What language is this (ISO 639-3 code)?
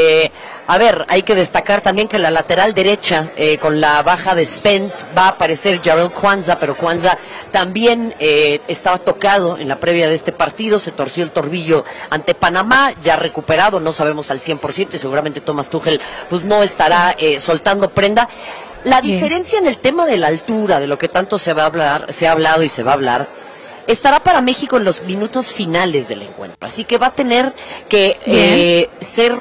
spa